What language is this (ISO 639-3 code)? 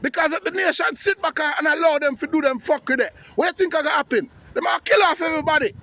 jam